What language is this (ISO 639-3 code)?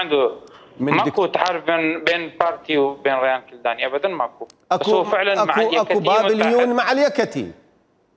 acm